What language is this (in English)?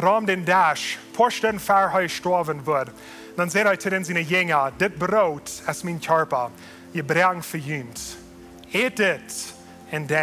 Plautdietsch